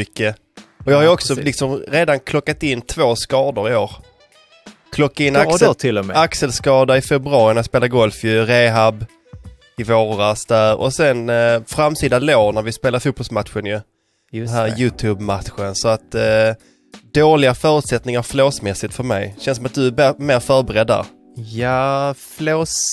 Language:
Swedish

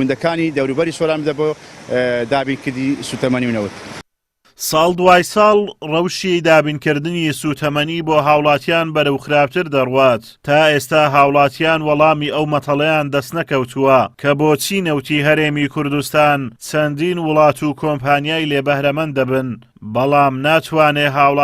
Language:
Central Kurdish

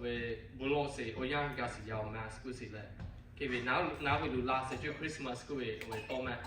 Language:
Lahu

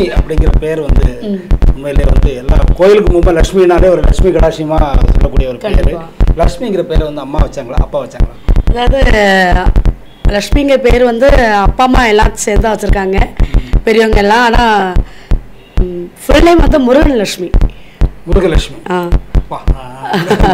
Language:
Tamil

